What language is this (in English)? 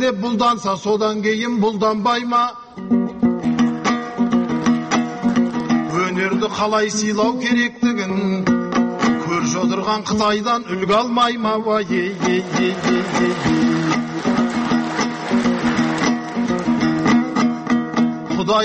Kazakh